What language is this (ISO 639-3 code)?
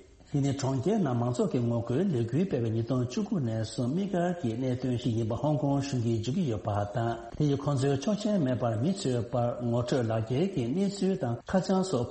bod